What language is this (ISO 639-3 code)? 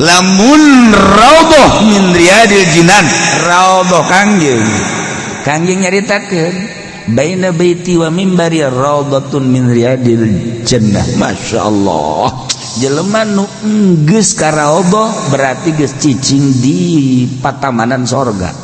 sun